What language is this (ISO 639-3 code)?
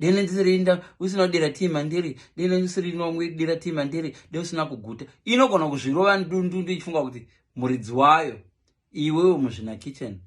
sna